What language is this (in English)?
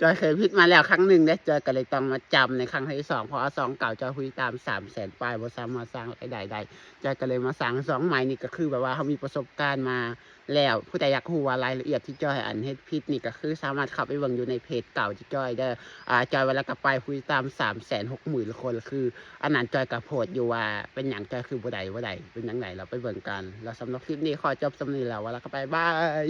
Lao